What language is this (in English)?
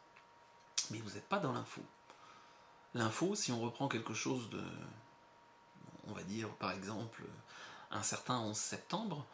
French